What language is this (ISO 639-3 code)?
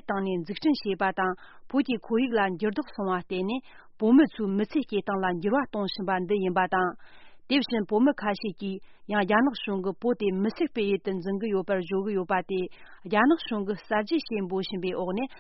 bod